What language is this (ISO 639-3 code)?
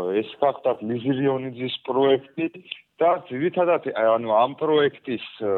kat